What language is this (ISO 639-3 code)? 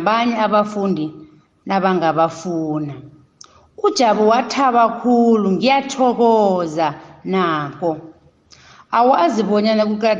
nbl